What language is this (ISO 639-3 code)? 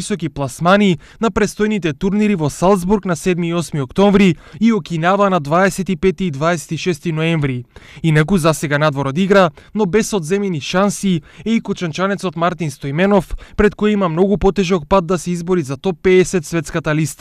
mkd